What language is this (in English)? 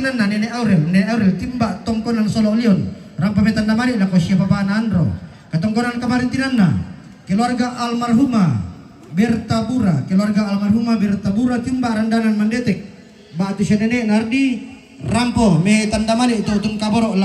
Toraja-Sa'dan